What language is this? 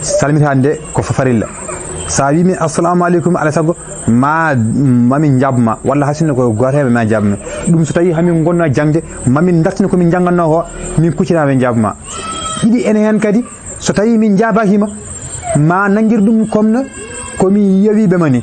Fula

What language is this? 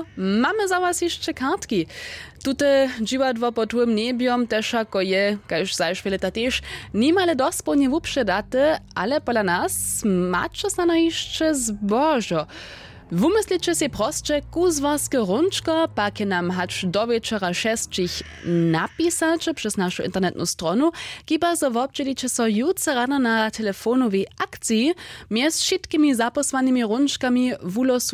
Upper Sorbian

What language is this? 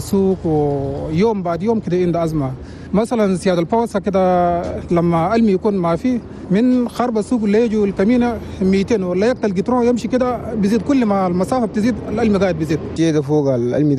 Chadian Arabic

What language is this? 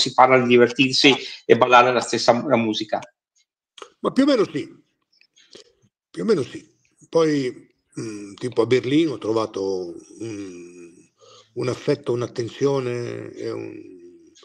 Italian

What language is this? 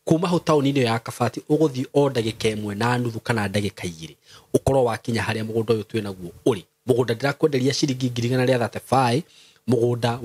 Kikuyu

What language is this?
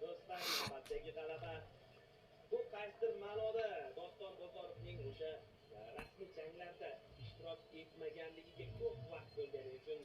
Uzbek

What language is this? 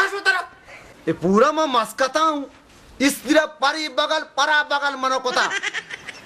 Baluchi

